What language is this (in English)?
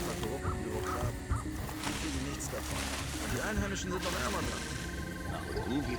Bavarian